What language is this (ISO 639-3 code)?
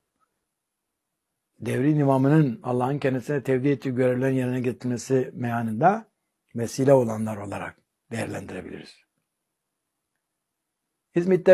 tur